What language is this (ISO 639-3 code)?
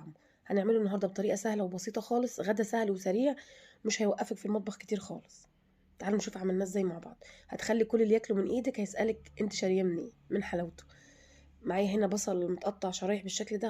arz